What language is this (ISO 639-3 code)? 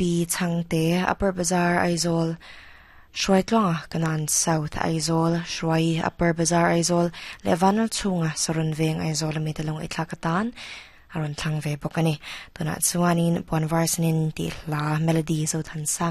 lus